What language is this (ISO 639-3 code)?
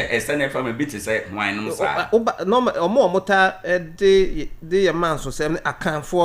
aka